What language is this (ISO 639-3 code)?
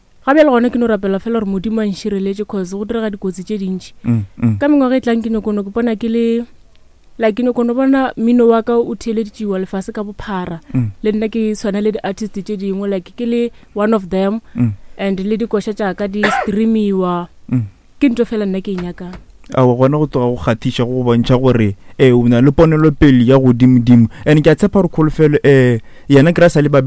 nso